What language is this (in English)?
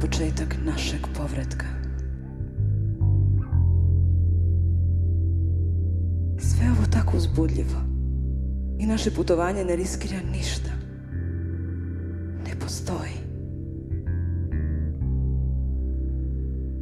Croatian